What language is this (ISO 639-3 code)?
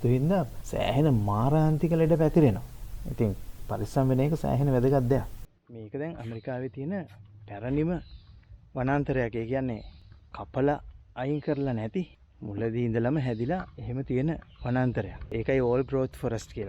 sin